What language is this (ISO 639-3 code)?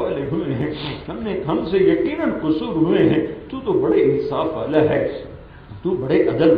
urd